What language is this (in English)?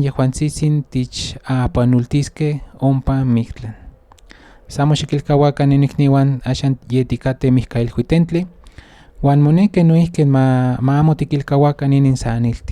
Central Nahuatl